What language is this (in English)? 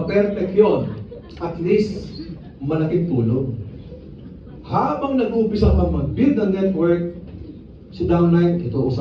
Filipino